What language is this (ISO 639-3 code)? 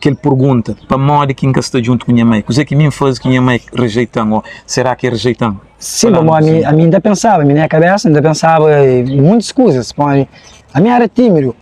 kea